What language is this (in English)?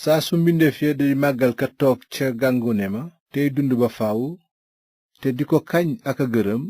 Wolof